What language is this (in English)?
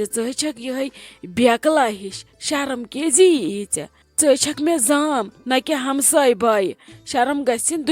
Kashmiri